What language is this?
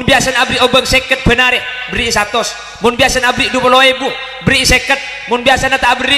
Madurese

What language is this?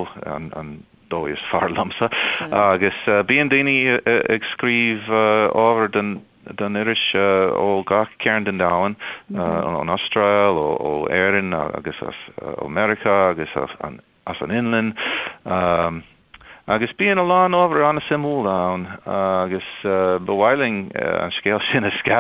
Irish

